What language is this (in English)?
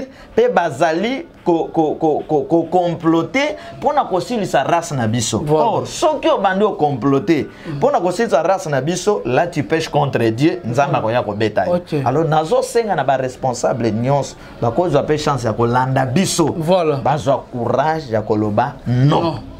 Lingala